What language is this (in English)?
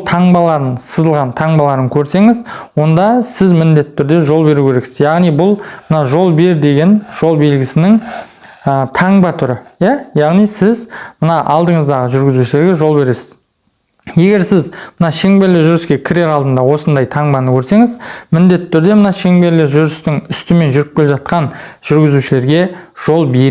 Kazakh